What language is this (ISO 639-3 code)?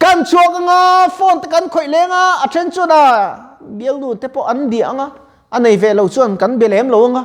lus